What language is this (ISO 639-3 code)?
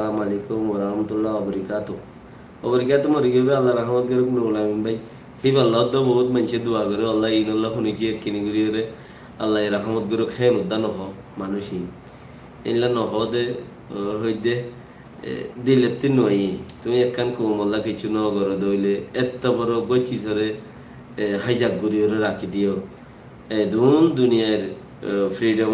rhg